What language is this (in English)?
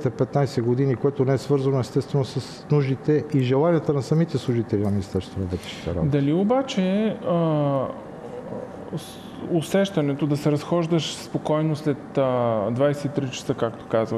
Bulgarian